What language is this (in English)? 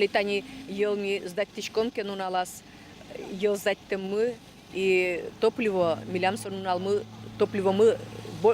Udmurt